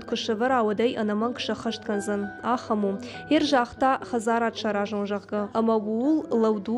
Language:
Ossetic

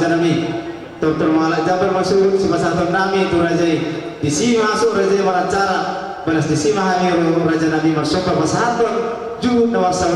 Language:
Batak Toba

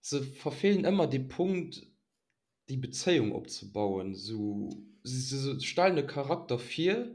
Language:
Luxembourgish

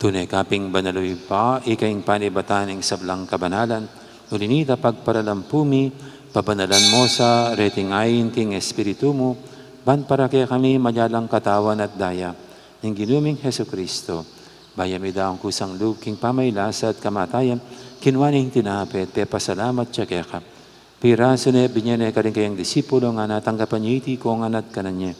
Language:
Pampanga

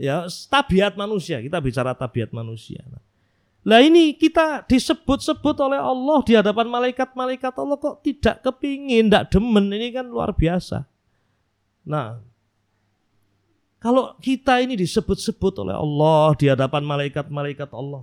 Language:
Indonesian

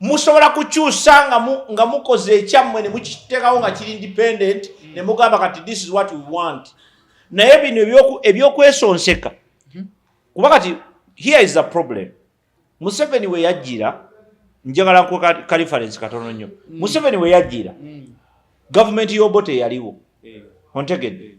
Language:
Ganda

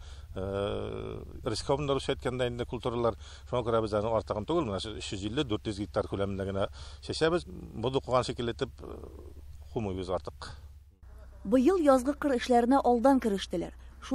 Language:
Tatar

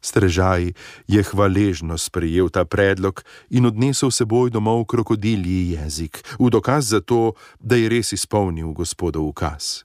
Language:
Slovenian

